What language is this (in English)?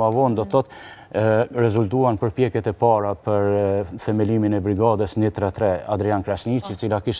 Albanian